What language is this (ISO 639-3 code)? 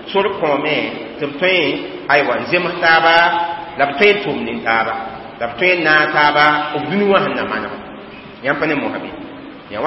mos